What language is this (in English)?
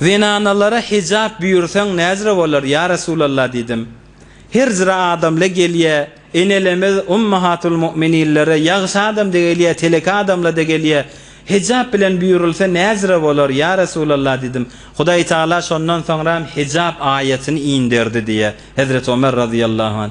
Turkmen